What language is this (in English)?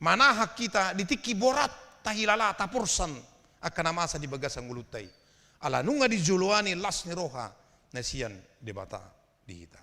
Batak Toba